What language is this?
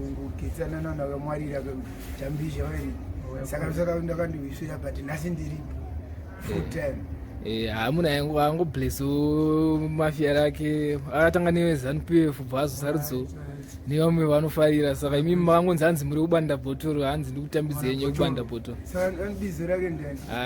Shona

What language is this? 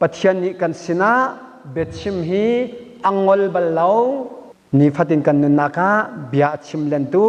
Hakha Chin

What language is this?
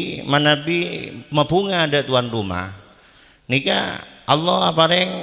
Madurese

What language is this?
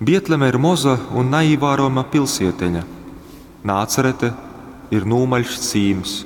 Latgalian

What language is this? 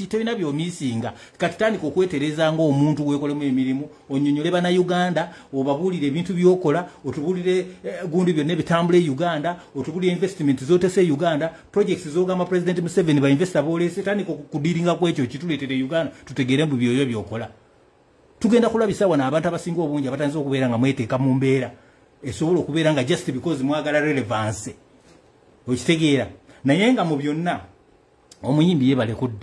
Ganda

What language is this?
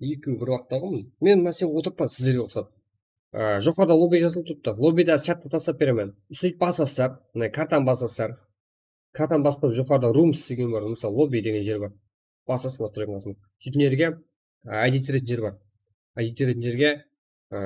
Kara-Kalpak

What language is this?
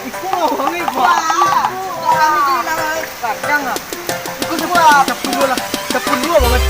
Minangkabau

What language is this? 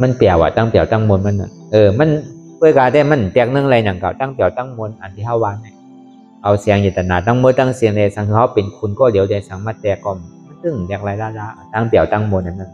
Shan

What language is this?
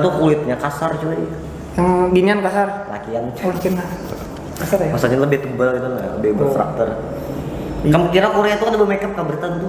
Banjar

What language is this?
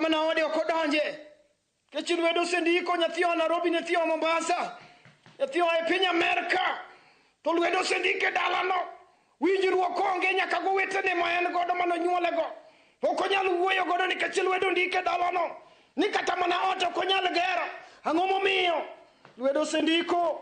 Luo (Kenya and Tanzania)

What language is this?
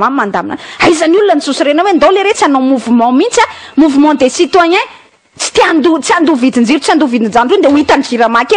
Malagasy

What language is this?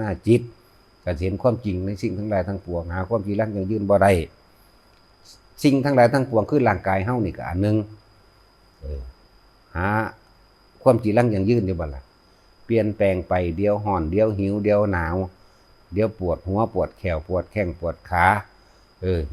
Lao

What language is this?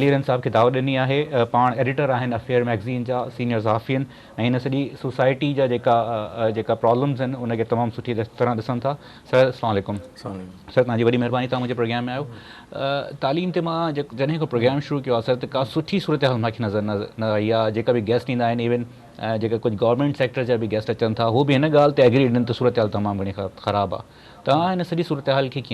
Sindhi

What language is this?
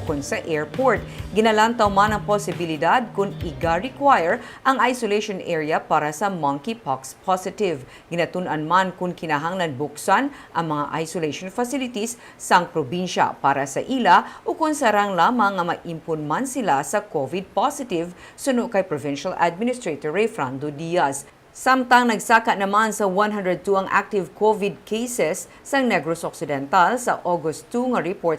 Hiligaynon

